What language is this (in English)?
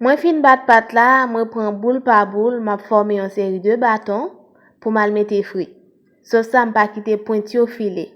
Haitian Creole